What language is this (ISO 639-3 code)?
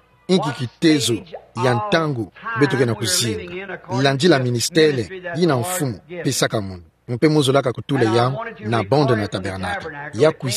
ktu